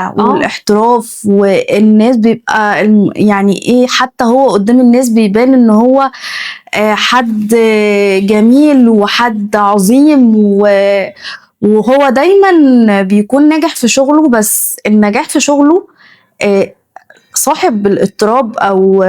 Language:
Egyptian Arabic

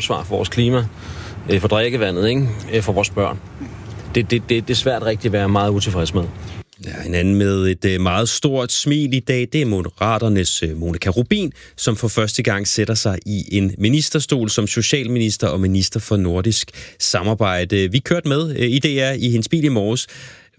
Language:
Danish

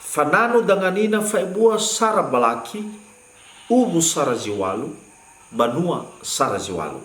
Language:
Nias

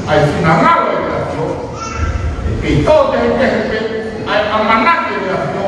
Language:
Tongan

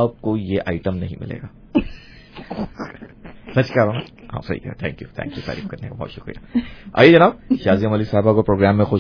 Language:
Urdu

